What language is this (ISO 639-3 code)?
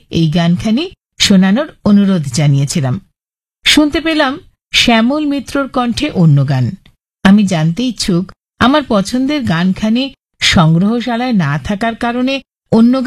ben